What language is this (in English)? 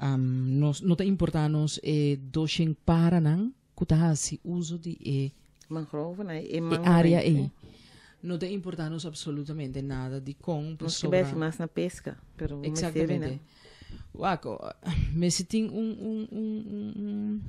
Papiamento